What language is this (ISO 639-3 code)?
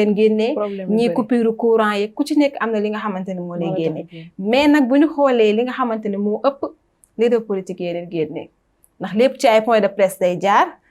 wol